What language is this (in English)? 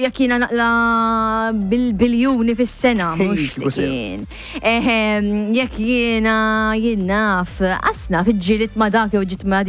Maltese